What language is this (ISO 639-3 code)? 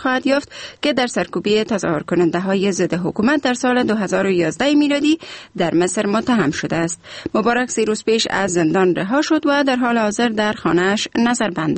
fas